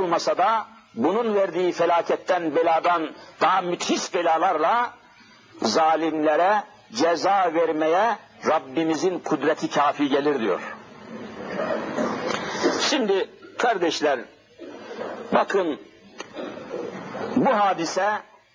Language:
Turkish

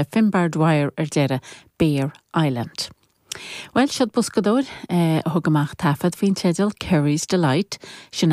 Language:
Irish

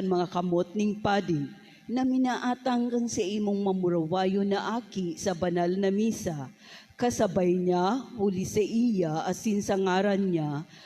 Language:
Bikol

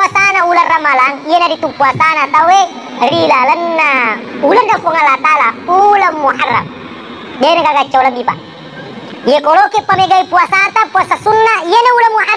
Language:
Buginese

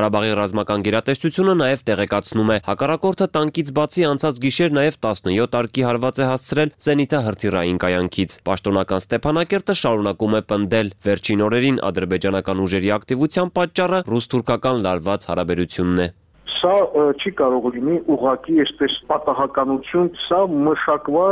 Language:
Armenian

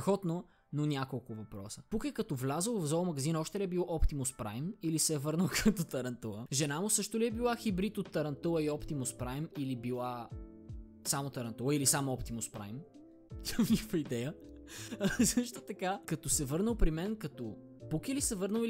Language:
Bulgarian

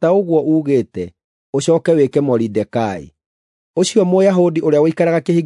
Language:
Kikuyu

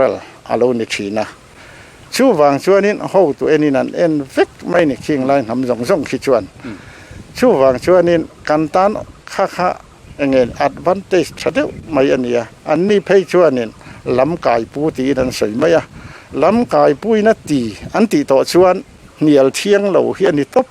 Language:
Mizo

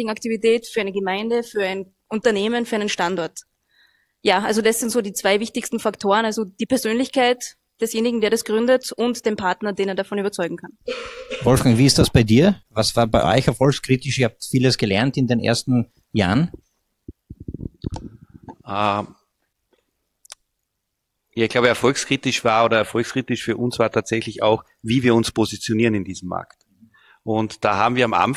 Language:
German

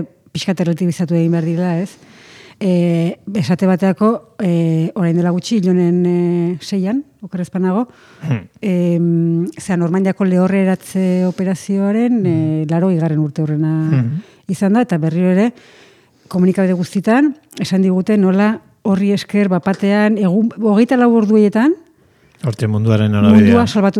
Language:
Basque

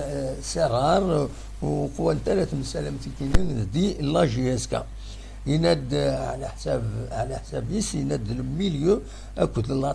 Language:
Kabyle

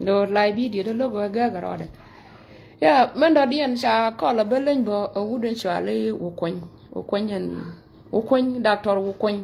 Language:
Nuer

